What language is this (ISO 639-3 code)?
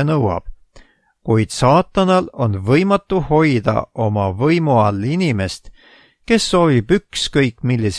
est